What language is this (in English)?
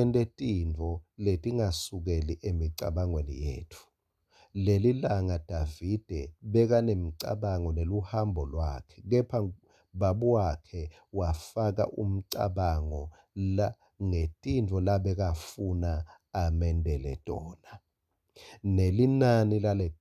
Swati